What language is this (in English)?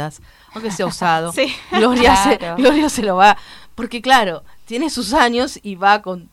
Spanish